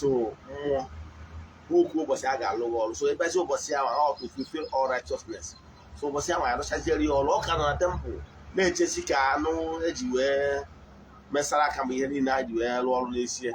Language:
Igbo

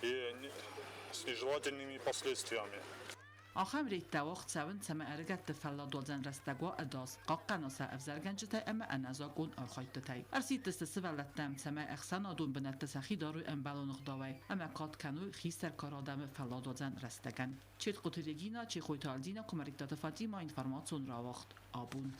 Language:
Ossetic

